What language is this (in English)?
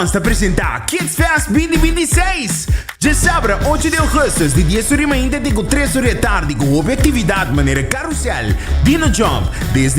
Papiamento